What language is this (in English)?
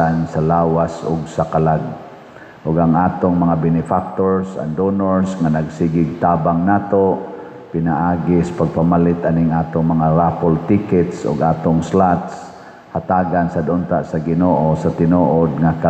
Cebuano